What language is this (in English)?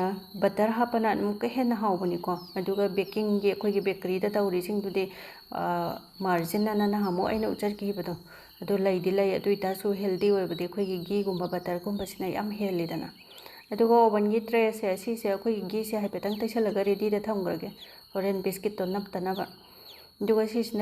Manipuri